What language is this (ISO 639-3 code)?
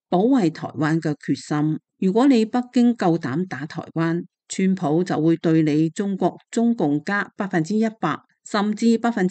yue